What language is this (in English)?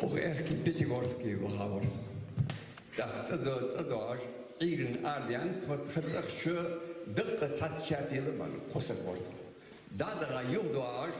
Ingush